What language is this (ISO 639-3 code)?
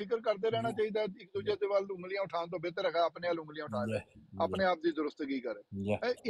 pan